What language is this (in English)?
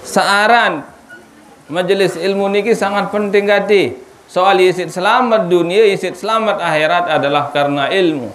Sasak